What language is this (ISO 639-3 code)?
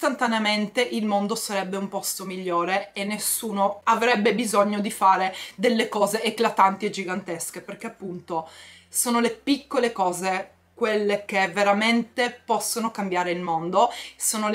ita